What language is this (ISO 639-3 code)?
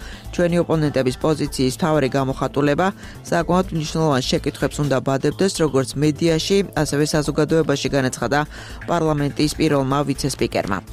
kat